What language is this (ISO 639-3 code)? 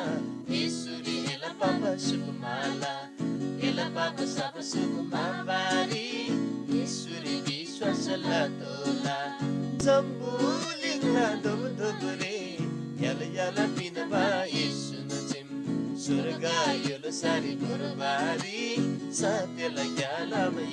taj